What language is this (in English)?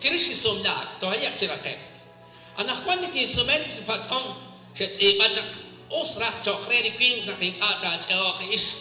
Kekchí